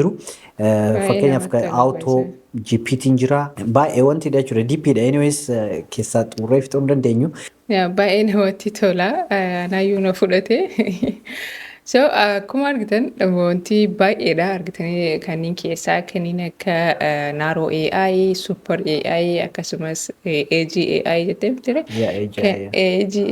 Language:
Oromo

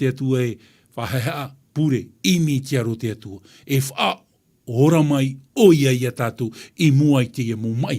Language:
Tahitian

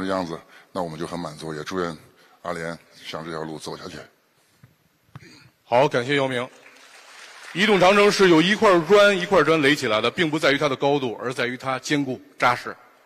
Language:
Chinese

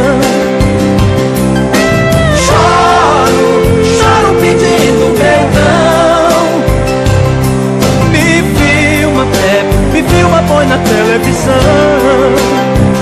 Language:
Portuguese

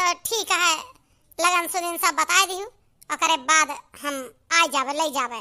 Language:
Awadhi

